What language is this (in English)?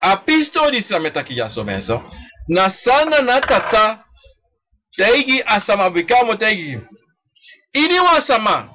Sranan Tongo